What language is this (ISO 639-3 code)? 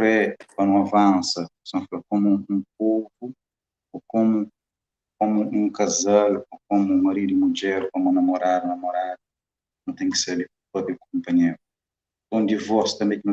kea